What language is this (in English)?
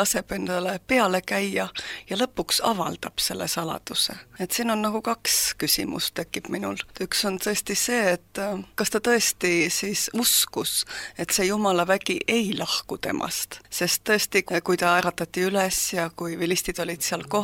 Estonian